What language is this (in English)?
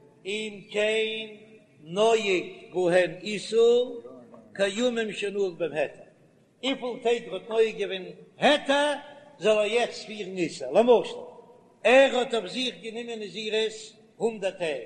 Yiddish